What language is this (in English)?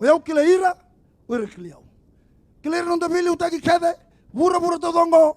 Fijian